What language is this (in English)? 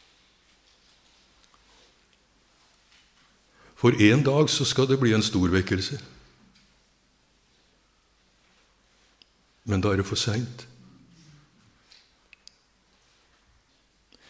Norwegian